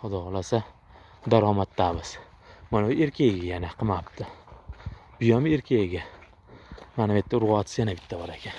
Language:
Uzbek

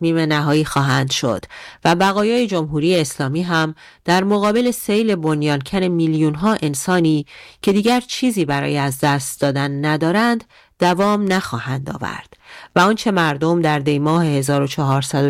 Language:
Persian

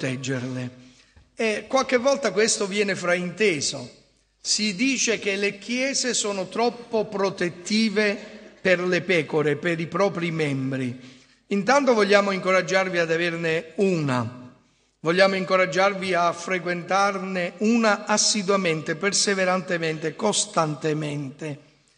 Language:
Italian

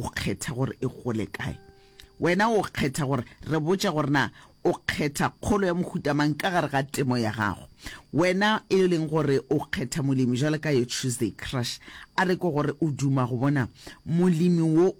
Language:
Northern Sotho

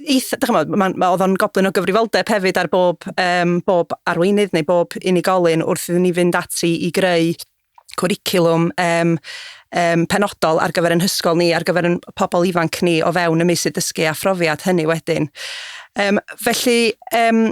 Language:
Welsh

